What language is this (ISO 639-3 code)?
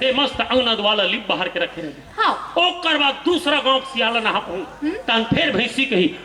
hne